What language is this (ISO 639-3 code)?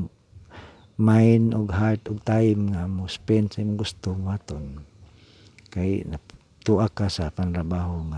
ceb